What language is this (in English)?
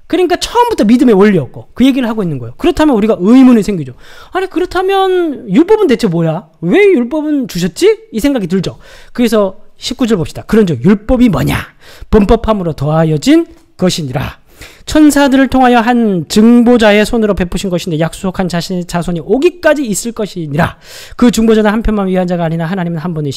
Korean